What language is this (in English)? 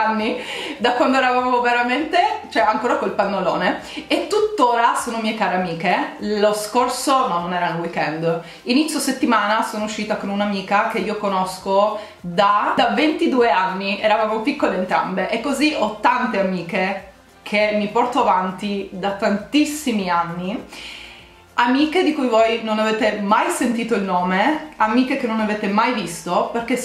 Italian